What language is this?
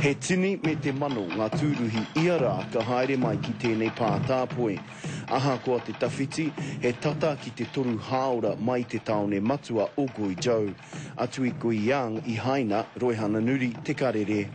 Māori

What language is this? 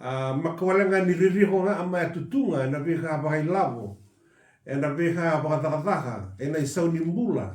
Fijian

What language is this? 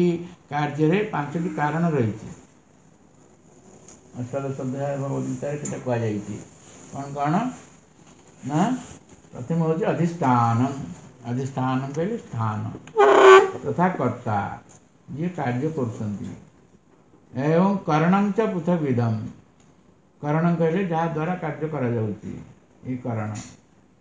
Odia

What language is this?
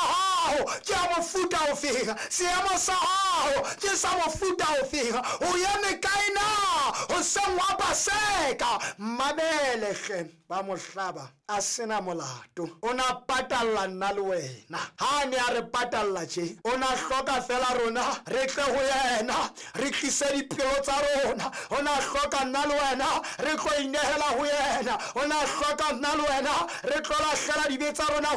Southern Sotho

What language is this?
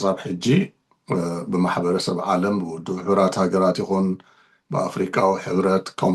Tigrinya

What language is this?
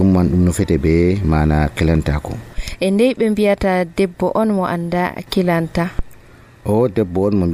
Nigerian Fulfulde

